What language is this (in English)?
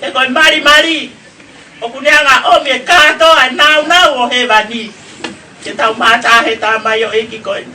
Tongan